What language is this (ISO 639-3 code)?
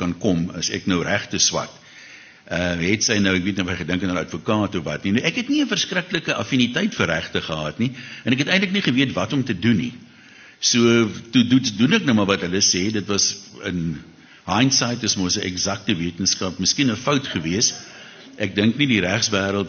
afr